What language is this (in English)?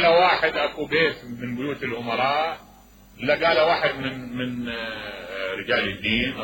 Mesopotamian Arabic